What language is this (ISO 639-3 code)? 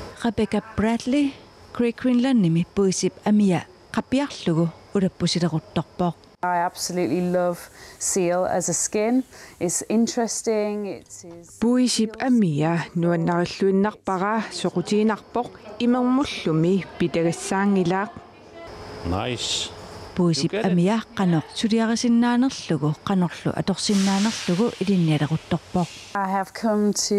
kal